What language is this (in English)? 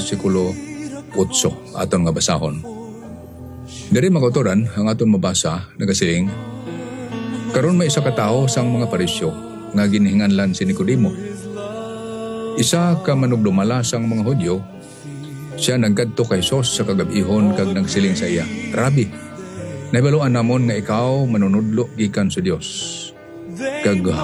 Hiligaynon